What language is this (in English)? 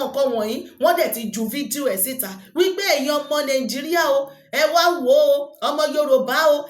Yoruba